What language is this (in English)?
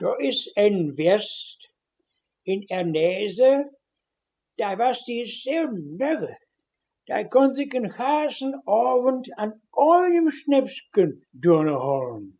Westphalien